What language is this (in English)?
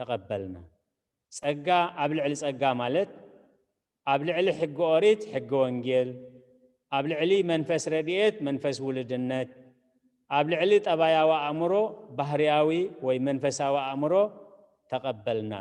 Tigrinya